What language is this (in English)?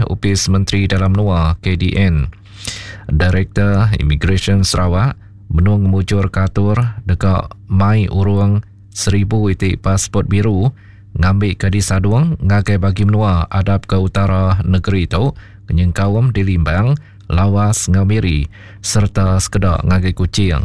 Iban